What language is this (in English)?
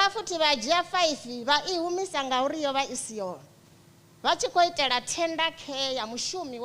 Venda